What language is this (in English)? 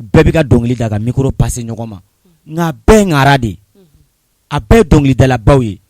Bambara